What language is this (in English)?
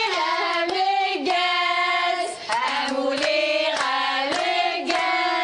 Kabyle